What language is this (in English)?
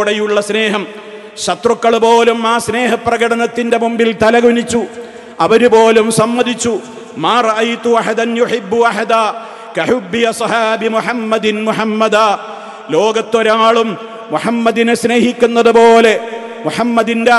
Malayalam